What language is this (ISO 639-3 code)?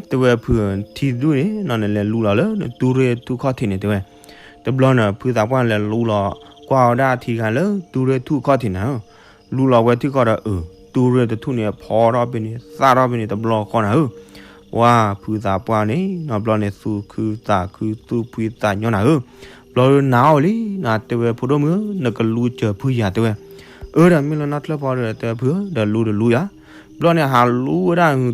ksw